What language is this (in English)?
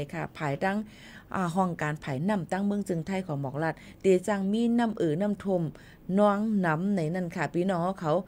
Shan